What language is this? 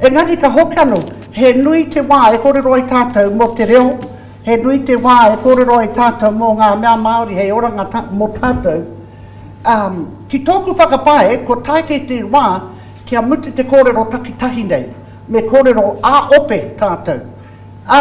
Māori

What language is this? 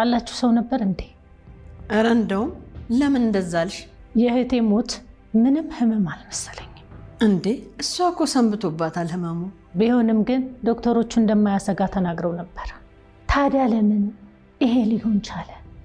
Amharic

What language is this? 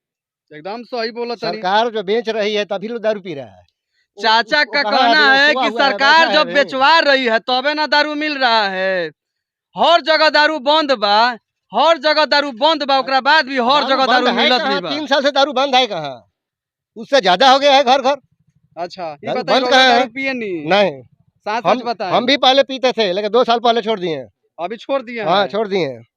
Bhojpuri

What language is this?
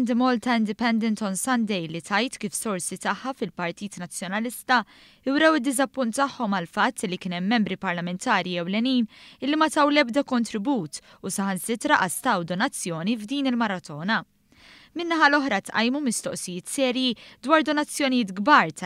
Maltese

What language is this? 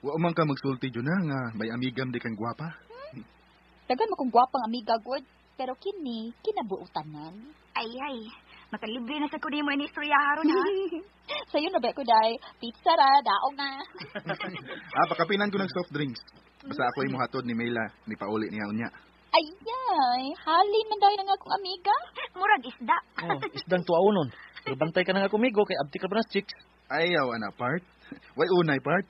Cebuano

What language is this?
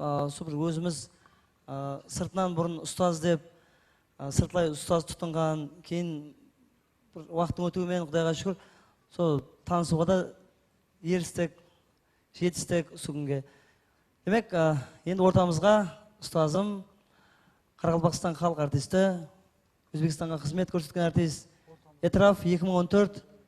Kara-Kalpak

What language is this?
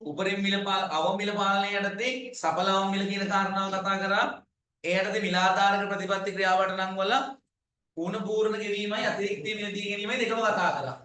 Sinhala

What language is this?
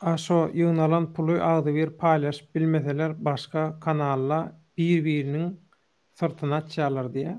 Turkmen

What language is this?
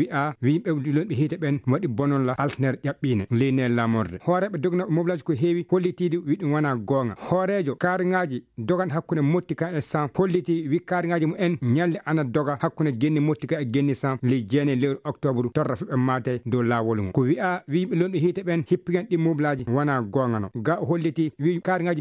Fula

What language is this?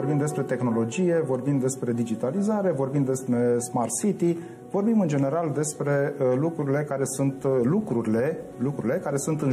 Romanian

